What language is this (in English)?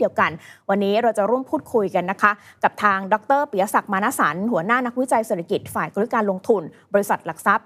Thai